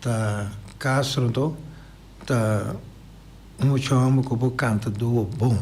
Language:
Papiamento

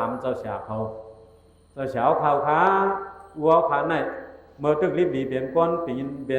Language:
Shan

